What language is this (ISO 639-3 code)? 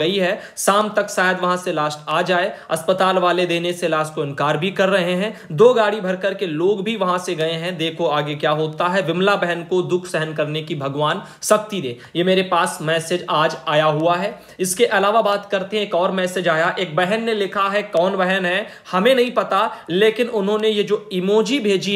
hin